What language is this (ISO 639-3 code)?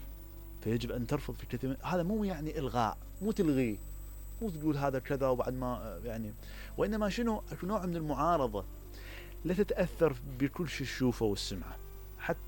acm